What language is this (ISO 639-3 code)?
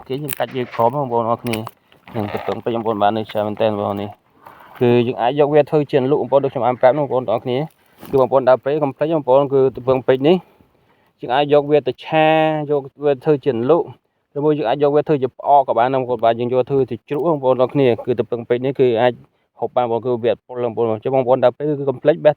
khm